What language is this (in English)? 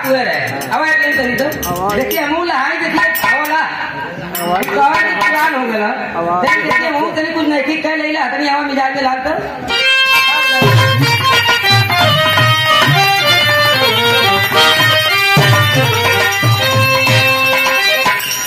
Bhojpuri